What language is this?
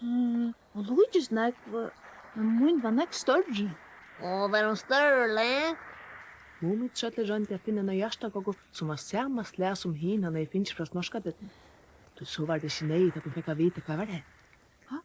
Faroese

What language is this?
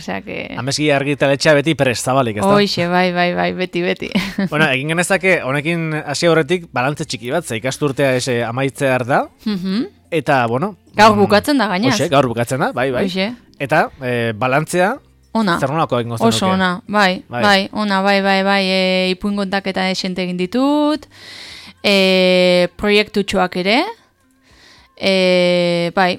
Basque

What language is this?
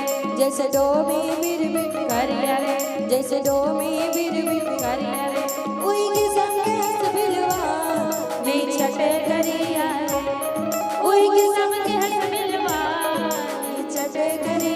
Chhattisgarhi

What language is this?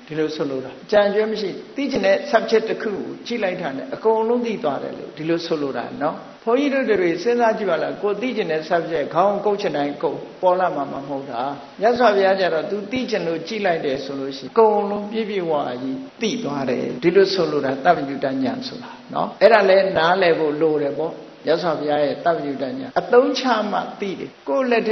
Burmese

